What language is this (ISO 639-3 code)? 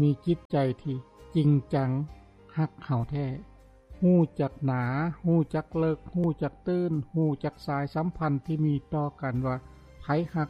lao